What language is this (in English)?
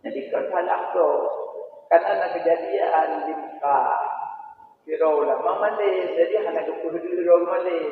Achinese